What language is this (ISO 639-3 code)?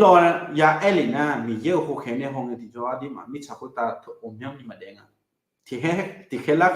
ahk